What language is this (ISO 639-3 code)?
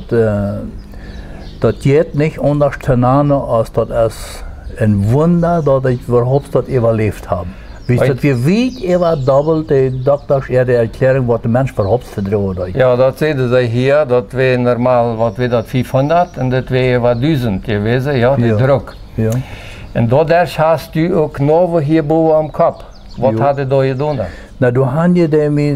pdt